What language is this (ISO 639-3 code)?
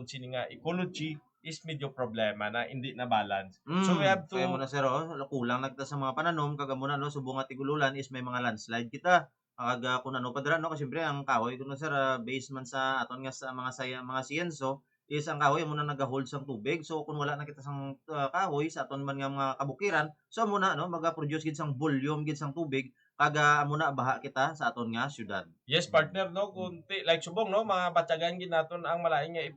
hil